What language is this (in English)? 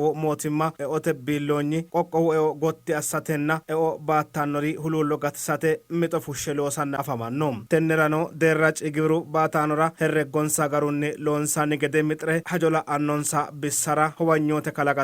Sidamo